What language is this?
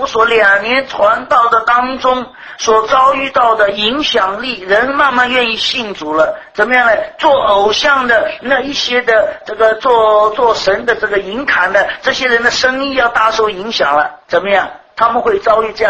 Chinese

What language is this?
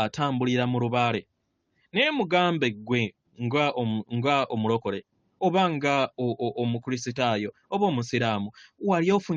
Ganda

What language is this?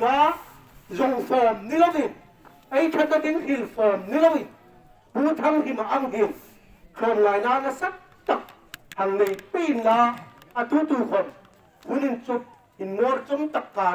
Hmar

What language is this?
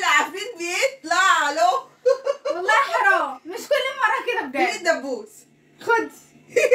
Egyptian Arabic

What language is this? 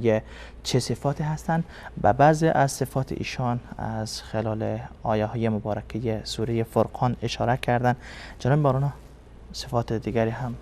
Persian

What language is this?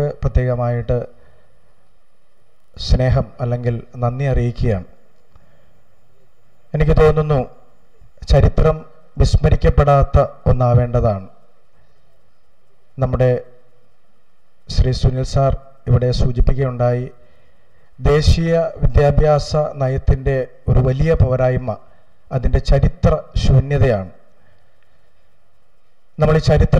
Malayalam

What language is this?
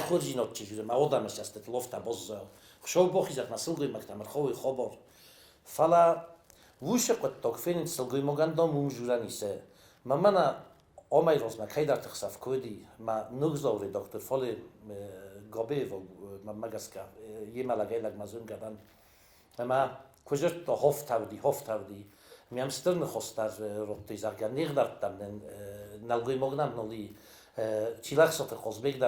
Ossetic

